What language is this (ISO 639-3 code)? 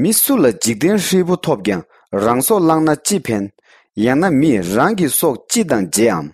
bod